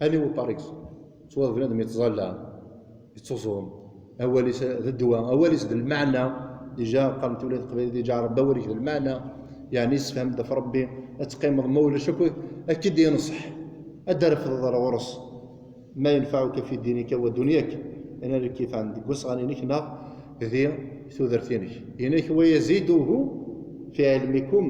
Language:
Kabyle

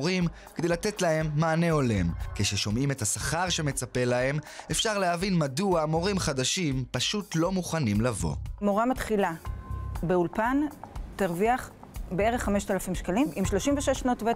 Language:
Hebrew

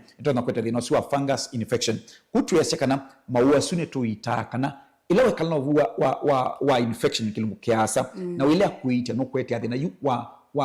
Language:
Kamba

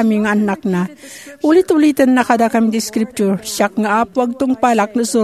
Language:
Iloko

